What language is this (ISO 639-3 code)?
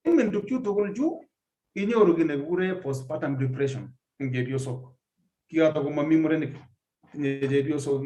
kln